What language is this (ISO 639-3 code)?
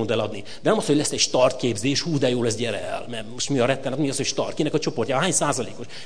hun